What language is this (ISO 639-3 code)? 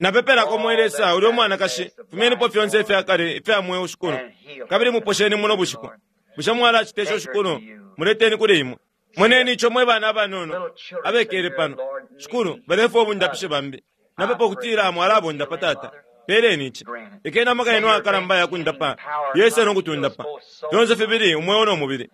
bem